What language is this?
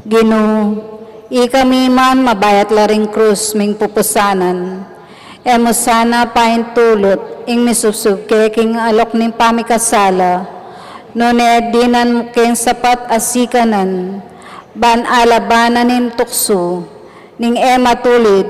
Pampanga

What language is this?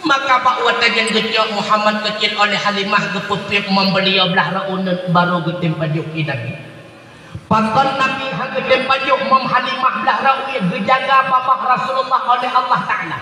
Achinese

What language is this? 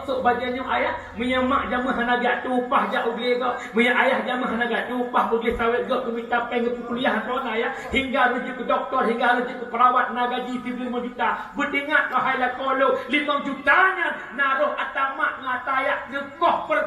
Achinese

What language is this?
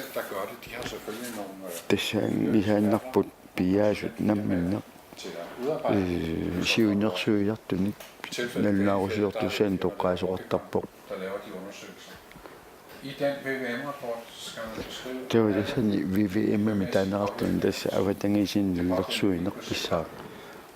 Kalaallisut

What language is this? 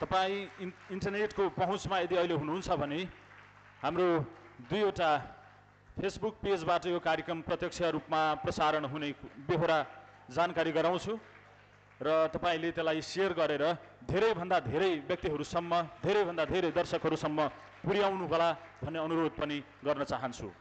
Nepali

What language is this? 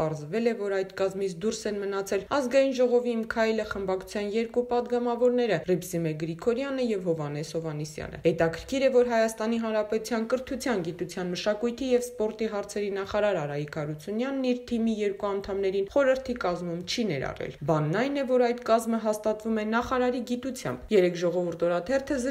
Armenian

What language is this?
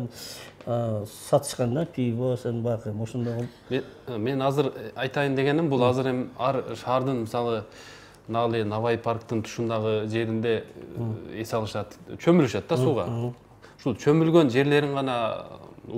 Kyrgyz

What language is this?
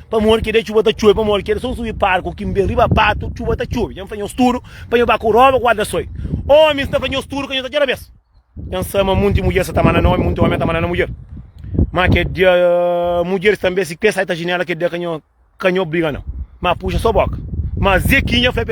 Kabuverdianu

